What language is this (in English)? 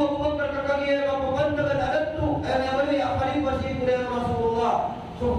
Maranao